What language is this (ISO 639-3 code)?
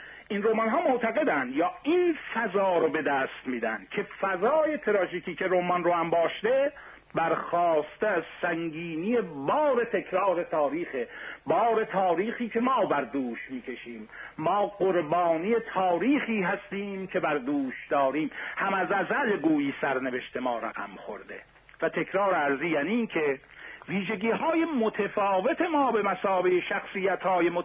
fas